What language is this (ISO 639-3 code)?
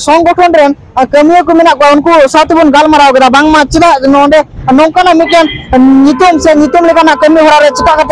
sat